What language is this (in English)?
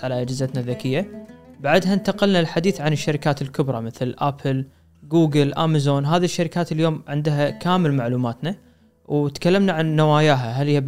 Gulf Arabic